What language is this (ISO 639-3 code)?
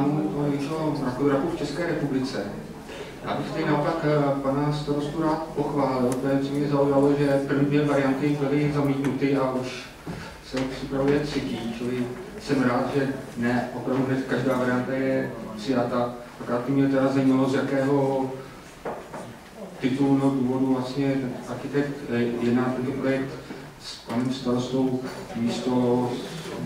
ces